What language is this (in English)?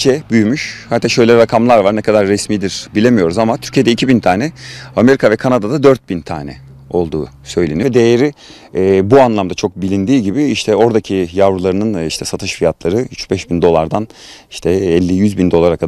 Turkish